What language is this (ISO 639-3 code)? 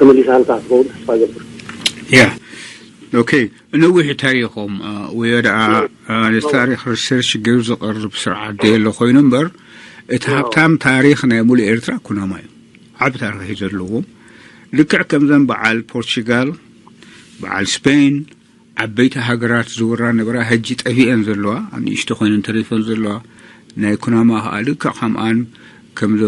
tir